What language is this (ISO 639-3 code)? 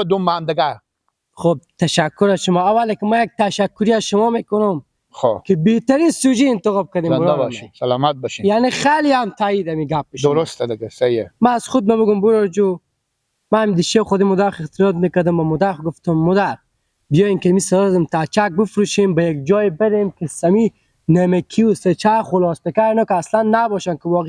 fas